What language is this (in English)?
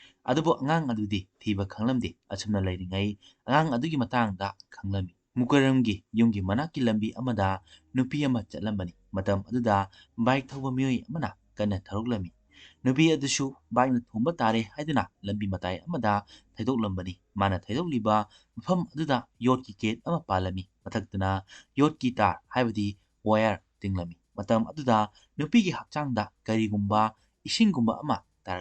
Manipuri